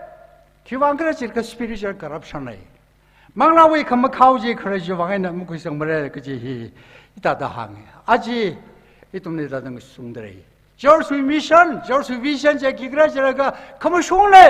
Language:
Tangkhul Naga (India)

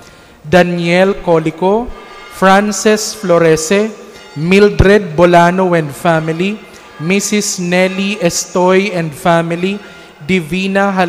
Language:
Bikol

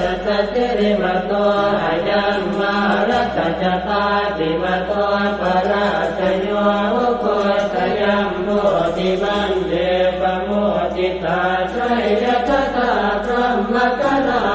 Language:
Pali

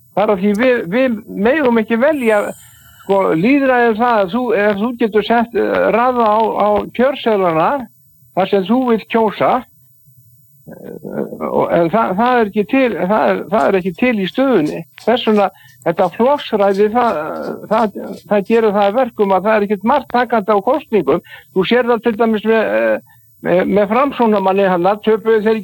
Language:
Icelandic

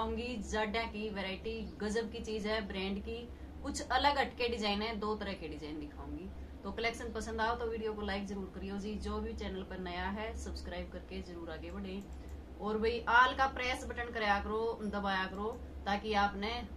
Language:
Hindi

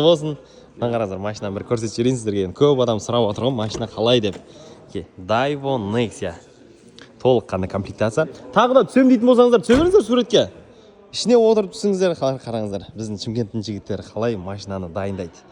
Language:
Kazakh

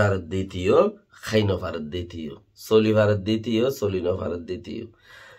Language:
Rohingya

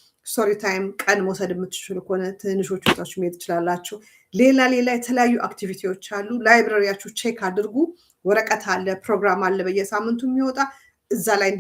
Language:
Amharic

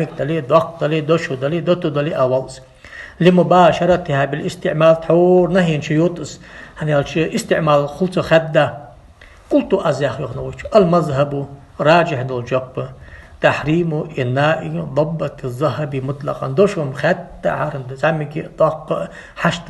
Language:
Ingush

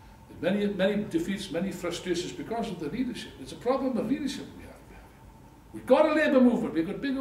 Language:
English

